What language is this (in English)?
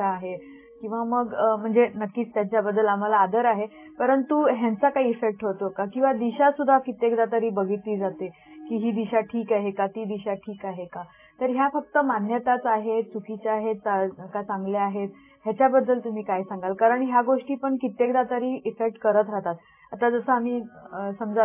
Marathi